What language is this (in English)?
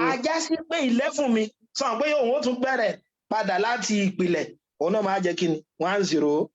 Yoruba